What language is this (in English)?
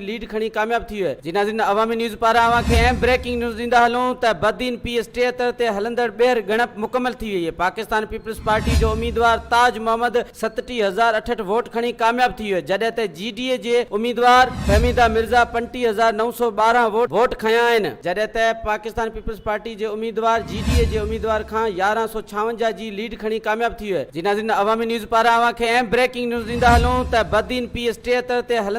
Sindhi